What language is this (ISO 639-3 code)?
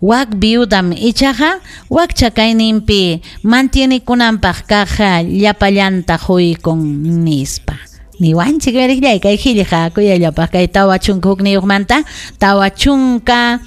quy